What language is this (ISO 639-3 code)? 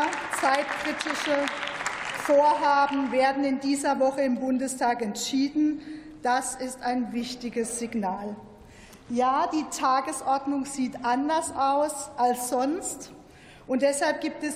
deu